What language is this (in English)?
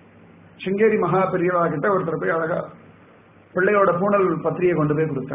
Tamil